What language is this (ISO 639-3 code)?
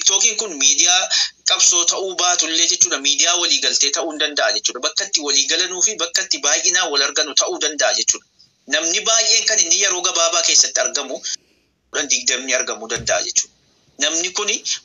orm